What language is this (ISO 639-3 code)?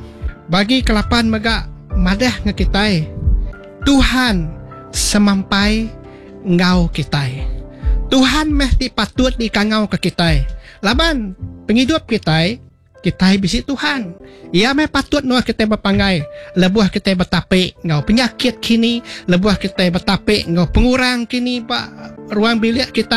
iba